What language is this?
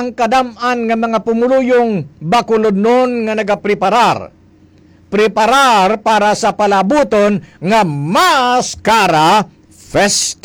Hiligaynon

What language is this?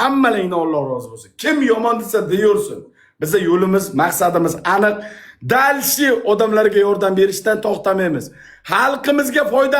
Uzbek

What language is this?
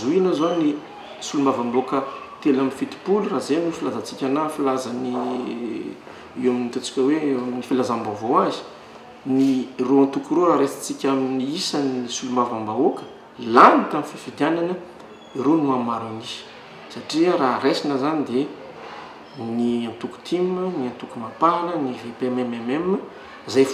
Malagasy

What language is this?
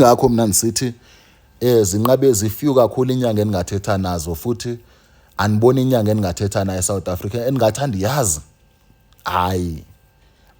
Zulu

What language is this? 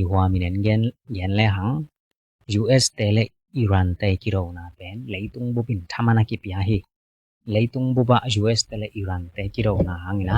Tedim Chin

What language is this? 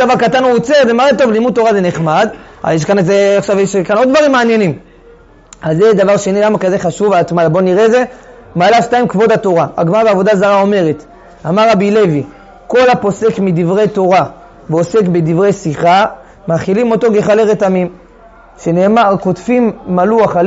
Hebrew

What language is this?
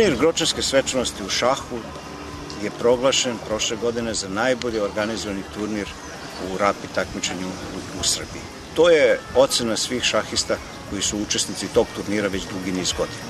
Serbian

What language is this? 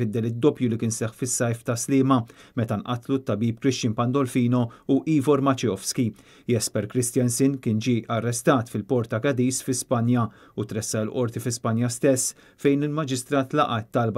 Maltese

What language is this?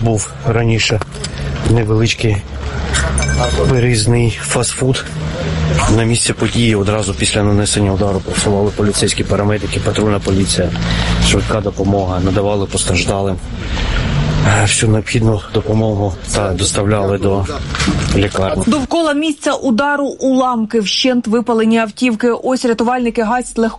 Ukrainian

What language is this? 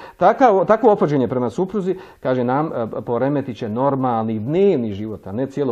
Bosnian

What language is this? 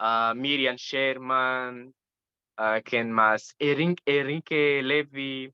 Ladino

